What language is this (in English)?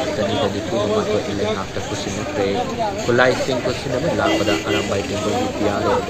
Manipuri